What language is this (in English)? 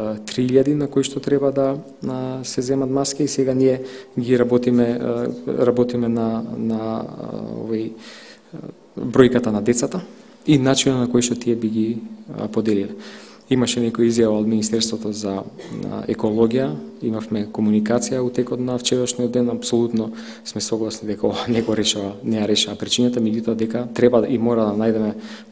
Macedonian